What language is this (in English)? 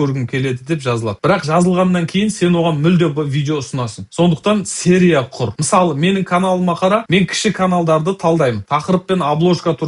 Kazakh